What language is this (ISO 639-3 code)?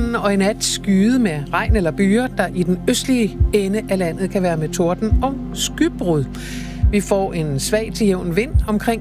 dan